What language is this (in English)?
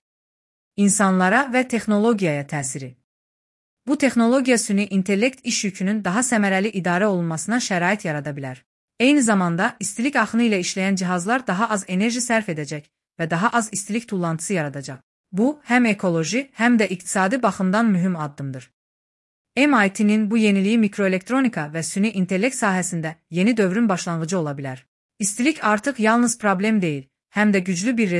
Azerbaijani